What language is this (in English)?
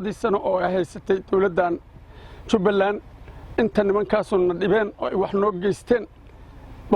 Somali